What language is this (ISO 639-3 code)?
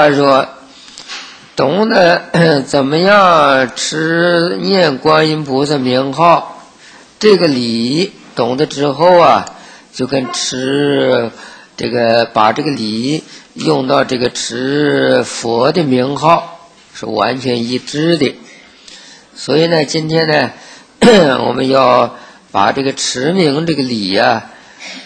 zho